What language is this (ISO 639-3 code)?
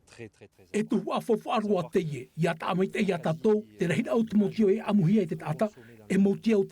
tah